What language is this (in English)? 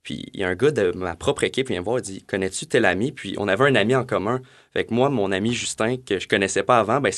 French